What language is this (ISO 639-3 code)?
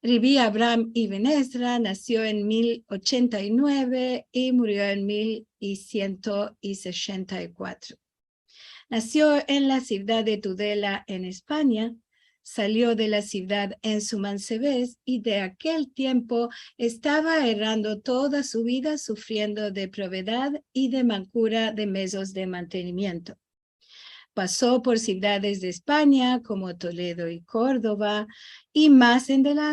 lad